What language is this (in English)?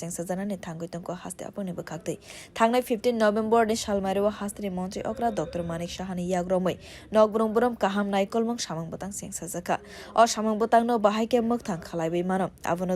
Kok Borok